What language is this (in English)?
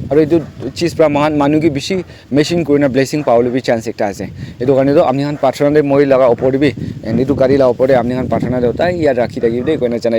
Naga Pidgin